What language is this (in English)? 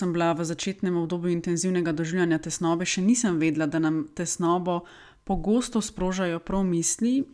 Slovenian